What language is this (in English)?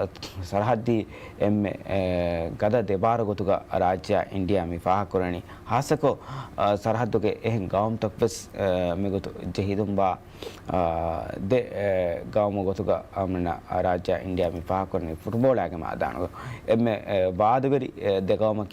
Divehi